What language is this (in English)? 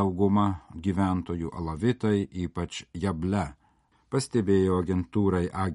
Lithuanian